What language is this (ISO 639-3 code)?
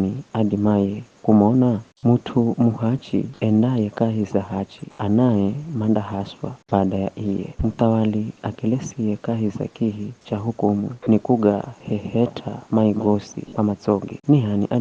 nyf